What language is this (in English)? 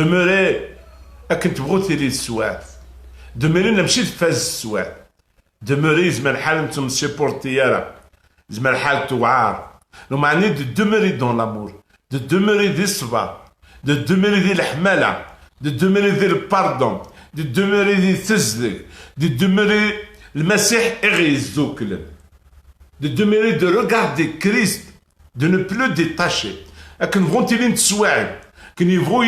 Kabyle